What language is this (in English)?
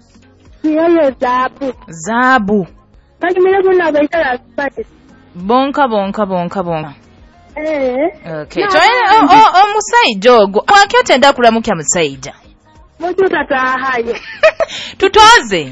Nyoro